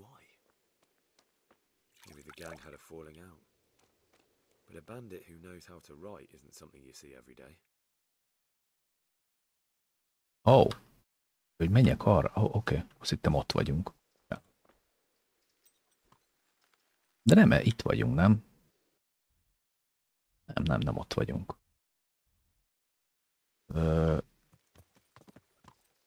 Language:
Hungarian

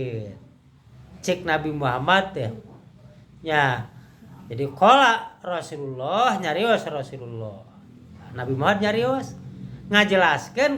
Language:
Sundanese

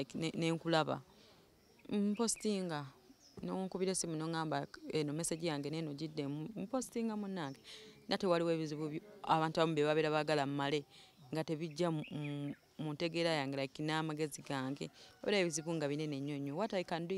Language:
Ganda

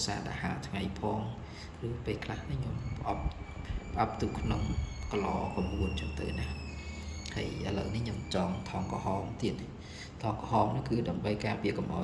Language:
Khmer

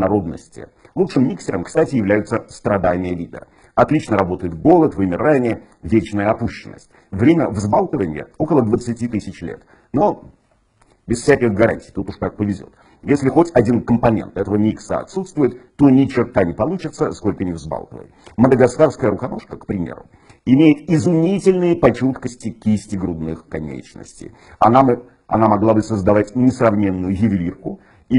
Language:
Russian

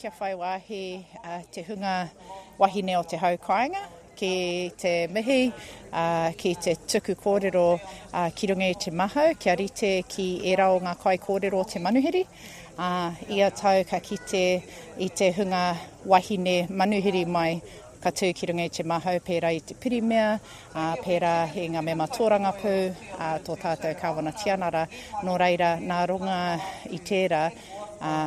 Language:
Māori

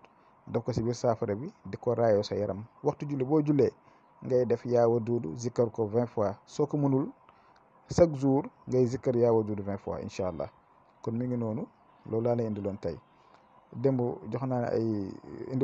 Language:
Wolof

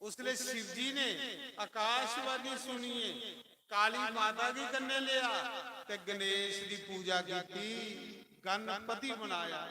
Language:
Dogri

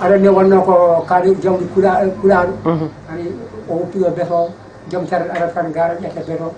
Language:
Fula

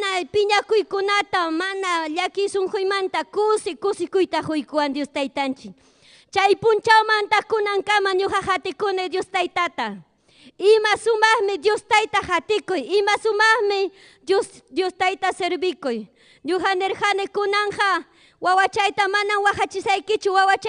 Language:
Ayacucho Quechua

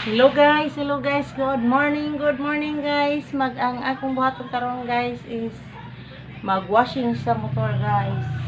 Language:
Cebuano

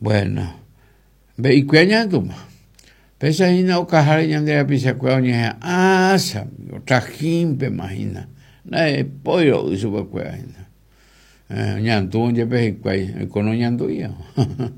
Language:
Guarani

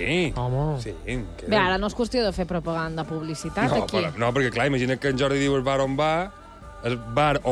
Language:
Catalan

